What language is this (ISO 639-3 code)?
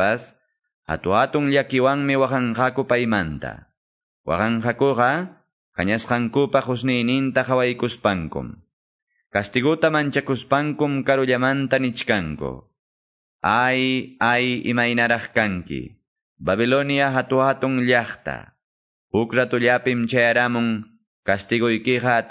que